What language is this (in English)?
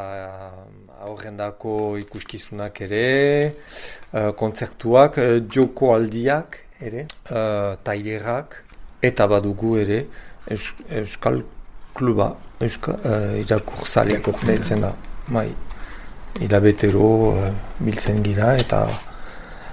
Basque